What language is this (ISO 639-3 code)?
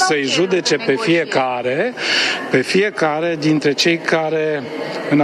ron